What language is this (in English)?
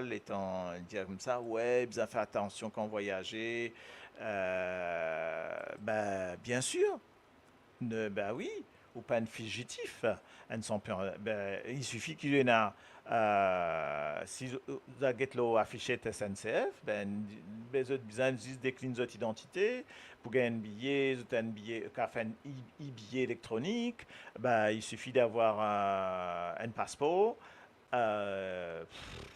Morisyen